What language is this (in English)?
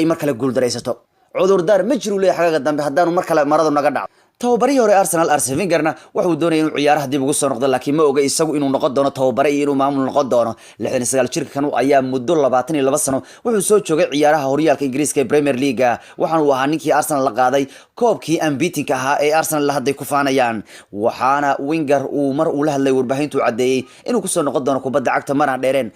Somali